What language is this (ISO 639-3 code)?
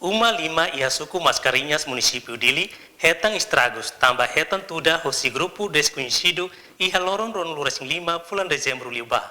tet